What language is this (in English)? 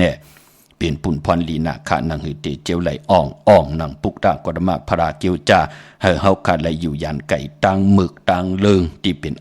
Shan